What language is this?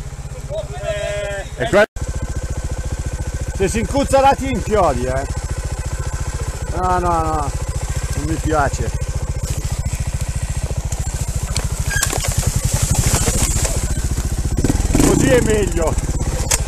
Italian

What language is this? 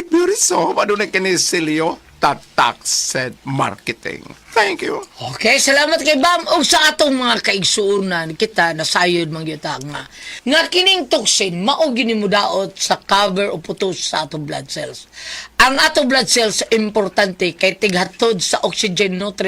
Cebuano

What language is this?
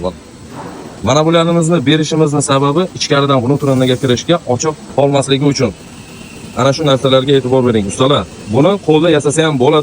Uzbek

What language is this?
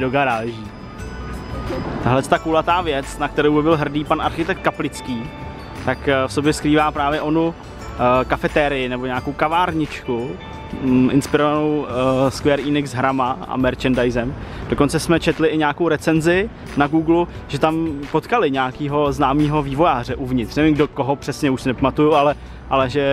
Czech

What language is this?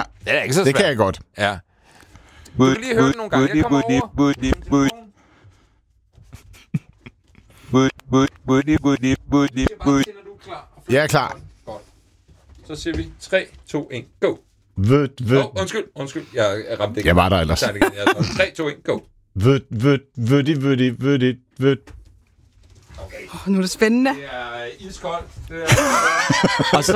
Danish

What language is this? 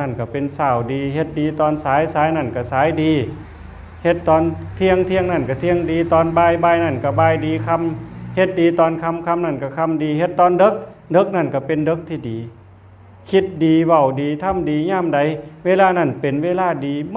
Northeastern Thai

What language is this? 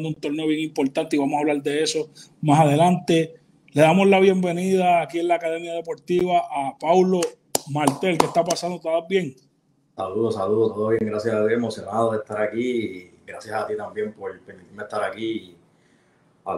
Spanish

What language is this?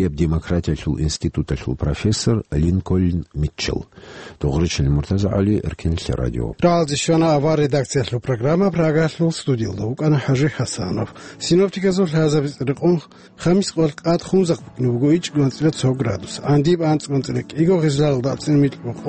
Avaric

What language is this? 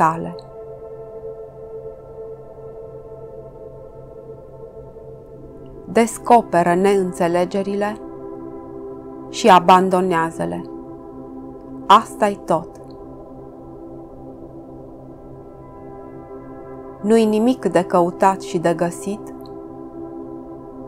Romanian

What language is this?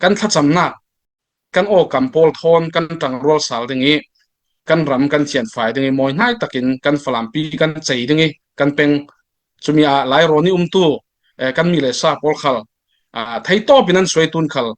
Falam Chin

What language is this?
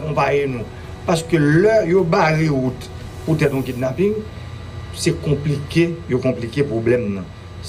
Haitian Creole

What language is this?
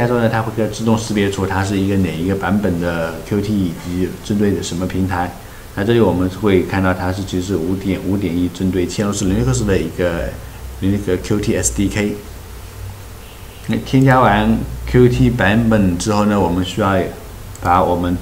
Chinese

